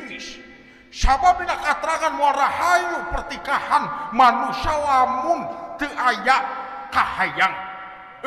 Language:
Sundanese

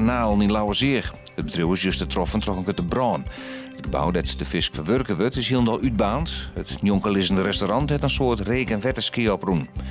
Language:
Western Frisian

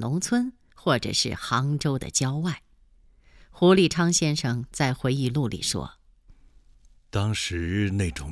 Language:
Chinese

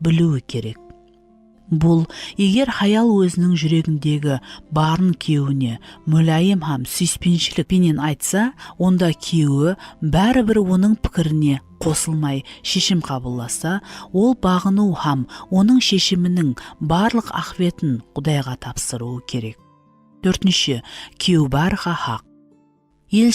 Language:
Kara-Kalpak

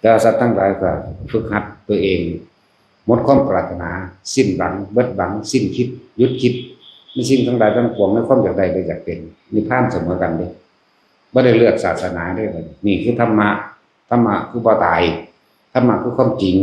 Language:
Northeastern Thai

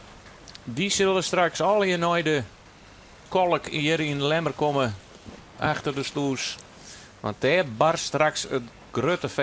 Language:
Western Frisian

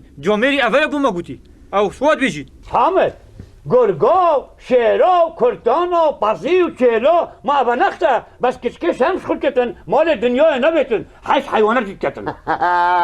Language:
Kurdish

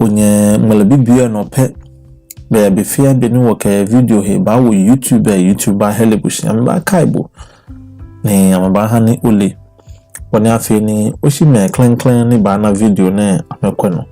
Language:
Ga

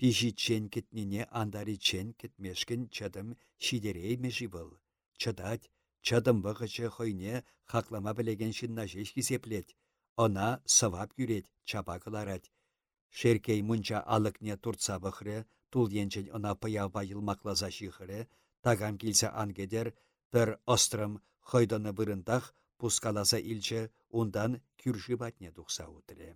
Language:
Chuvash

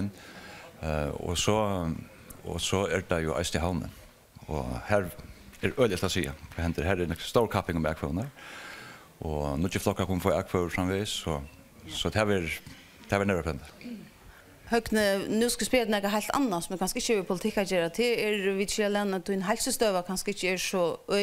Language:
Faroese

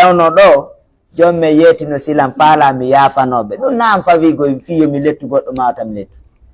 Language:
Fula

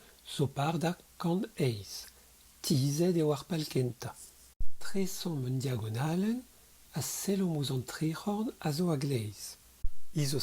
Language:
Breton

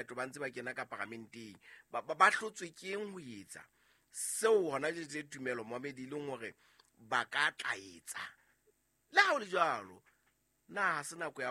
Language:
Southern Sotho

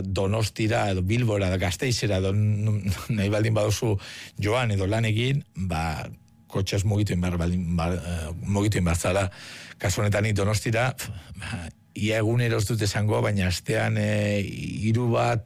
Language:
Basque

